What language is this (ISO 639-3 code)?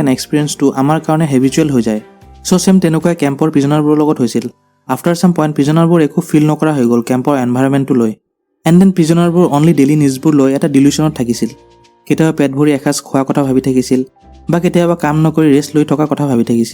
asm